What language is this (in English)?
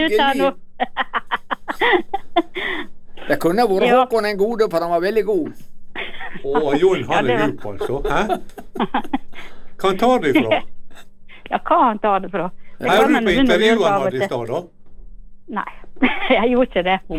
Norwegian